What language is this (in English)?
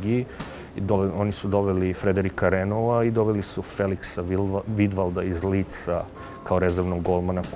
Serbian